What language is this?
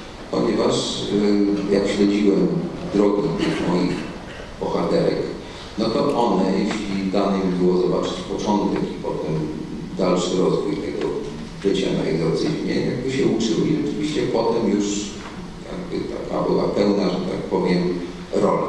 Polish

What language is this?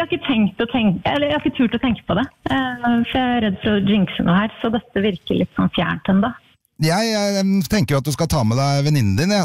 Norwegian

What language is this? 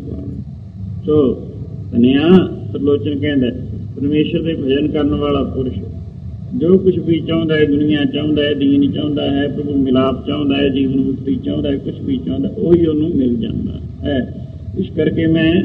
Punjabi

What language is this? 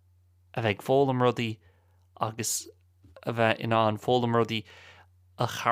Irish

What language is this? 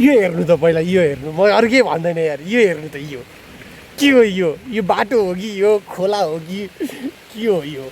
Nepali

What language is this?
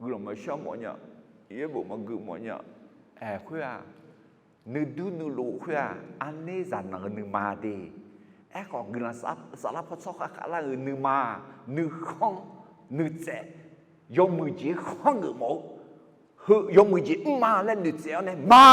Akha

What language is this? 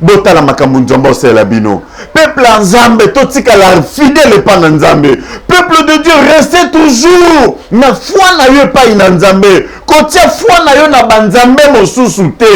Lingala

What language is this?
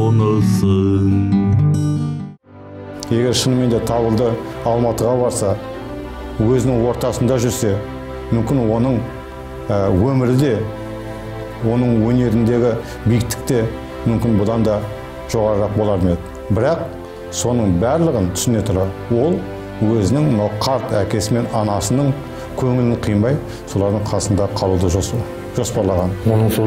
Kazakh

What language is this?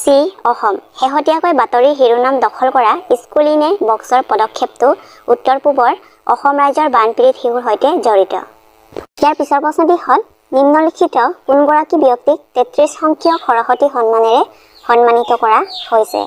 Assamese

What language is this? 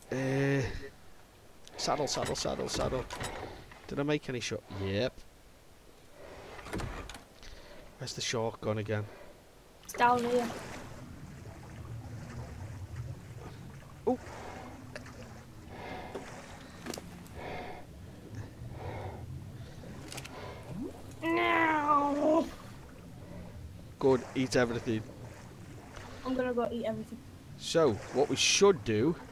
English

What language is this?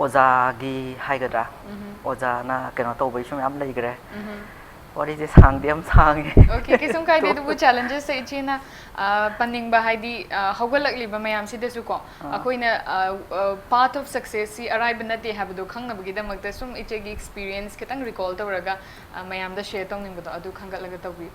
Manipuri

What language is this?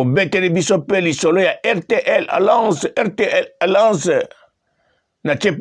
Lingala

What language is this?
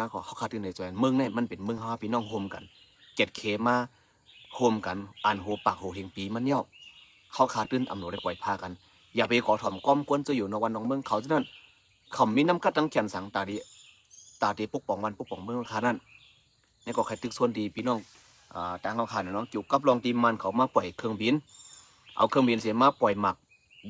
Shan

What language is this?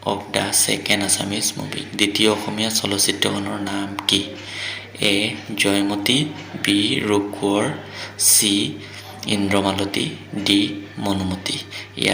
Assamese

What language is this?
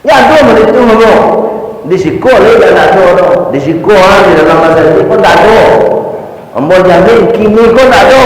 Minangkabau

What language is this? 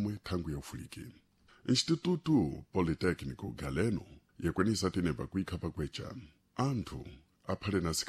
Sena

